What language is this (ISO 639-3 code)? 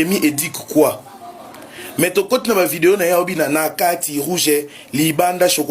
lin